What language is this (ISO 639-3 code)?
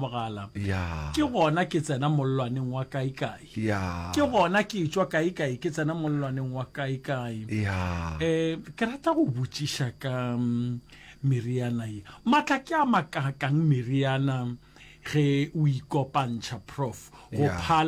nso